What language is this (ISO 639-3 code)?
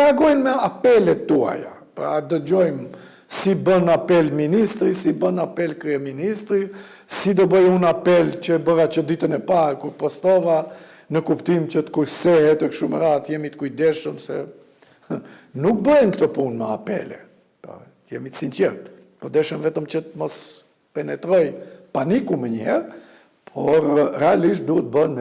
sqi